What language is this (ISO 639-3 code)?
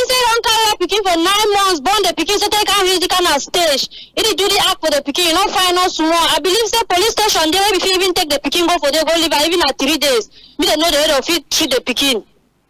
wes